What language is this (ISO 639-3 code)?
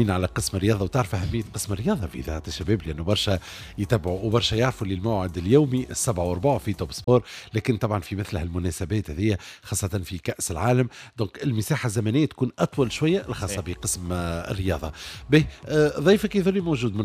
aeb